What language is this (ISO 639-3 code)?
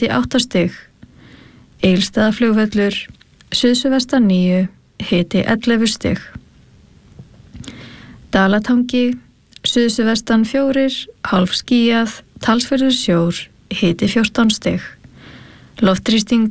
isl